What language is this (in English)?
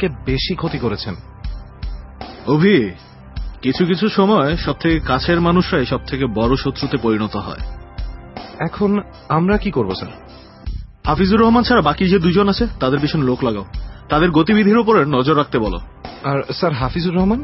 Bangla